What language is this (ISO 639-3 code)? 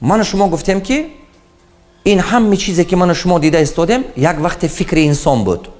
tgk